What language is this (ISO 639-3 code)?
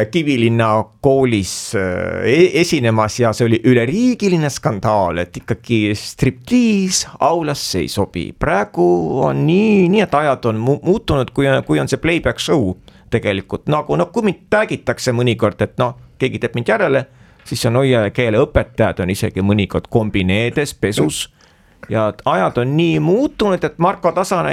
est